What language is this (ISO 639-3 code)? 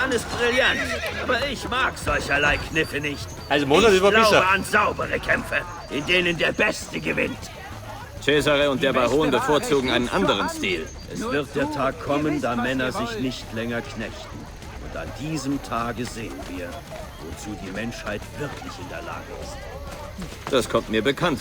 bar